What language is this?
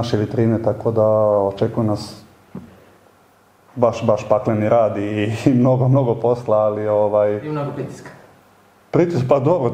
Serbian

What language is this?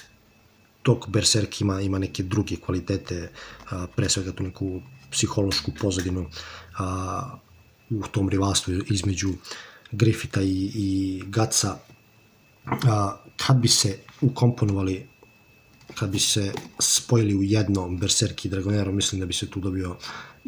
Serbian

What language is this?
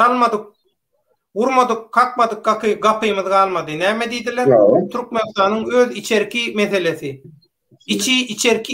Turkmen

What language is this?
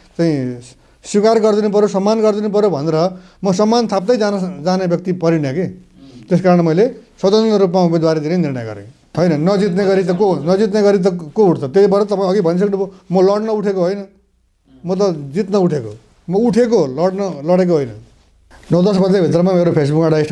Nepali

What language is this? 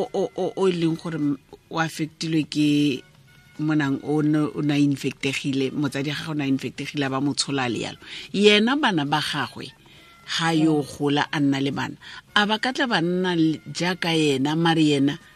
Tswana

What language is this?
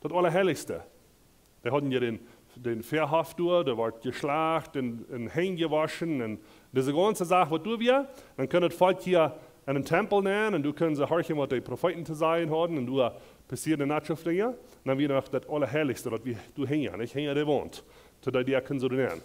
Plautdietsch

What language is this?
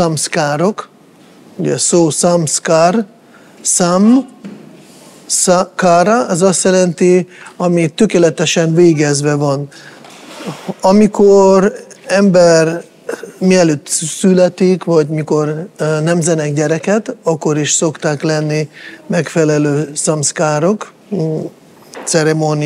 Hungarian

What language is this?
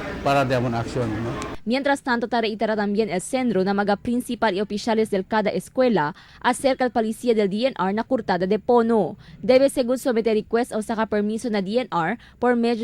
Chavacano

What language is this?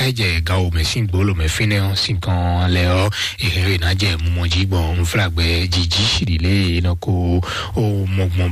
Fon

